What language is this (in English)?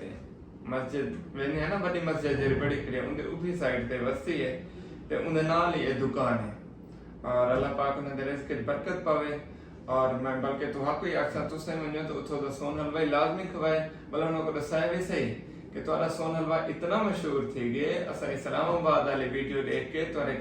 Saraiki